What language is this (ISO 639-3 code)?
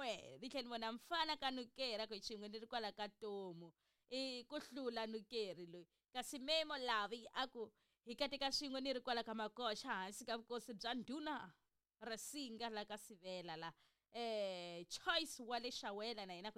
tso